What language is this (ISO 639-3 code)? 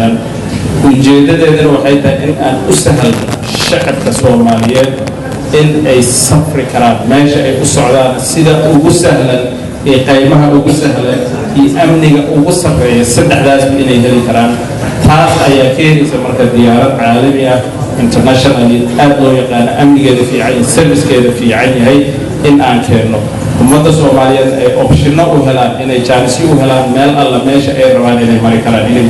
som